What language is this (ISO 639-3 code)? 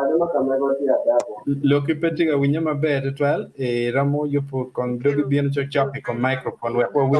ach